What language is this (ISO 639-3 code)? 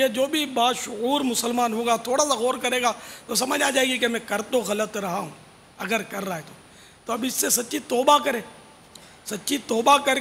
urd